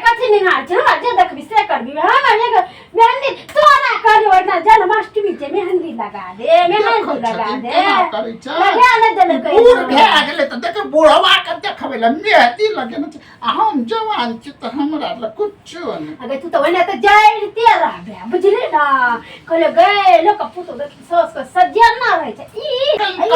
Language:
Maithili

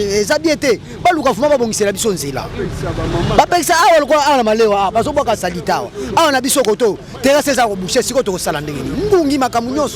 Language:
Lingala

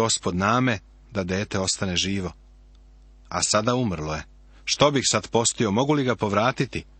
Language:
Serbian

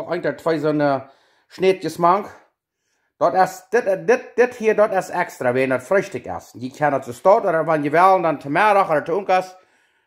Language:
Plautdietsch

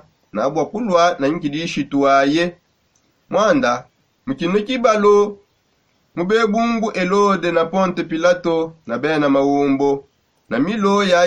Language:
Songe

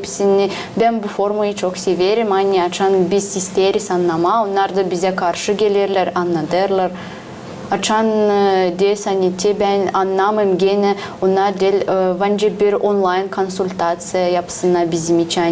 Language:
Gagauz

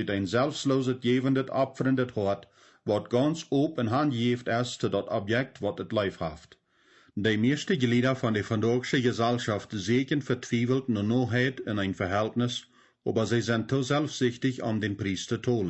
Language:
Plautdietsch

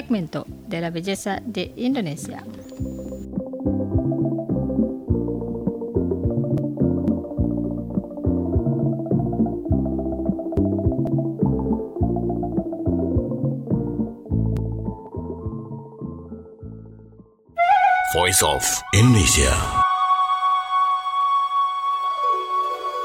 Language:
Spanish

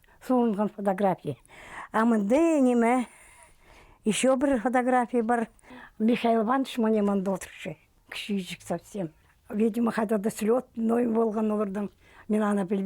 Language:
Khakas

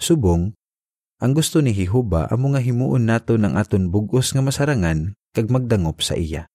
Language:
Hiligaynon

